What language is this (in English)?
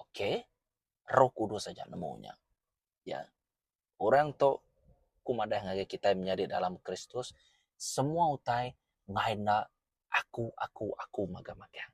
Iban